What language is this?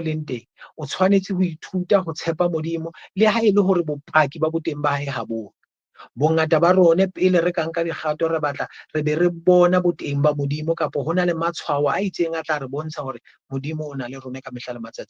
Southern Sotho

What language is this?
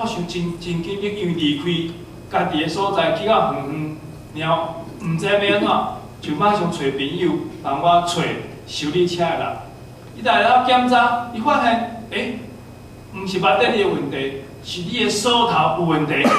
Min Nan Chinese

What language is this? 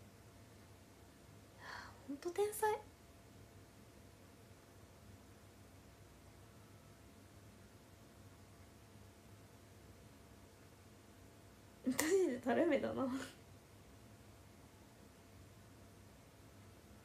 Japanese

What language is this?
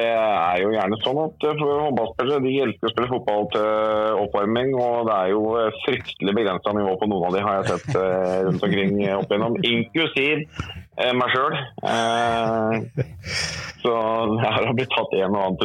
Norwegian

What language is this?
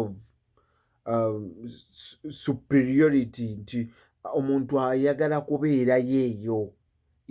Ganda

